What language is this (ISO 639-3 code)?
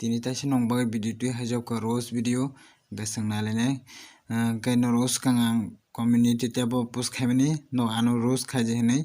trp